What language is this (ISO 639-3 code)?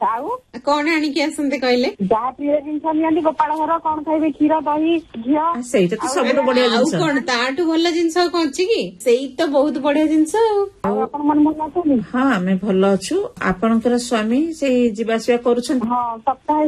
ori